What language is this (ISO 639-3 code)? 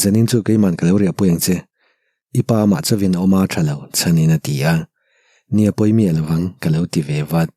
lus